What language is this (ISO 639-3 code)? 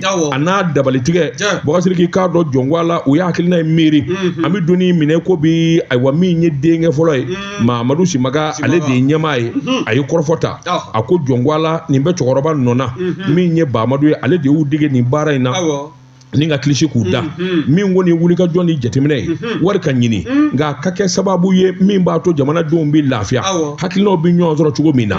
bam